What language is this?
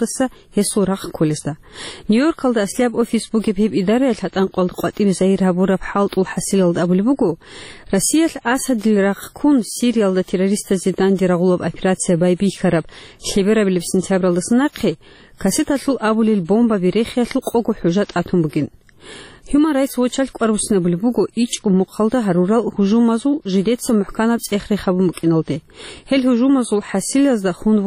Avaric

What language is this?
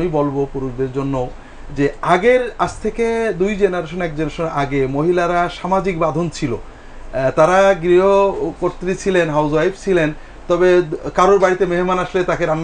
Bangla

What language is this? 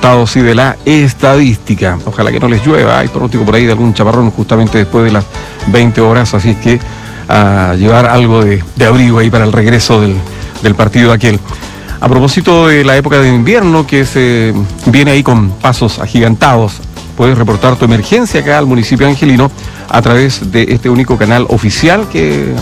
Spanish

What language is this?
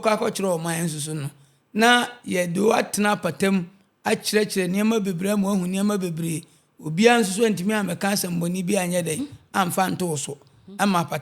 Akan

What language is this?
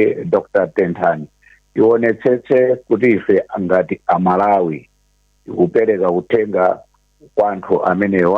Nyanja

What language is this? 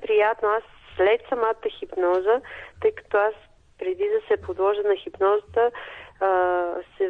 Bulgarian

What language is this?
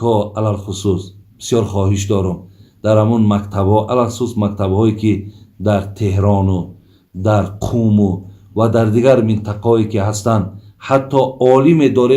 Tajik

